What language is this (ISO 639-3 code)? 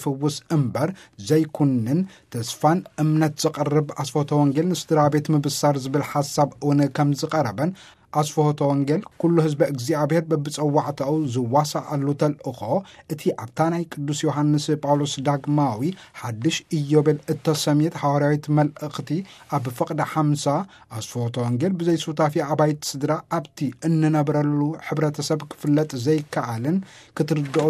tir